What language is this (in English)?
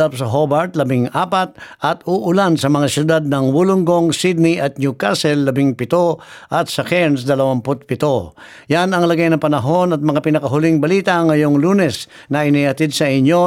Filipino